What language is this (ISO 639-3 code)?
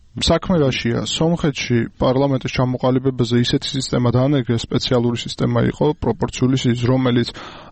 kat